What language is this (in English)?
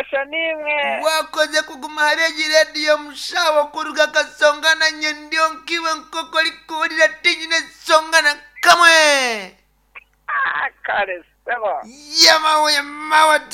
Nyankole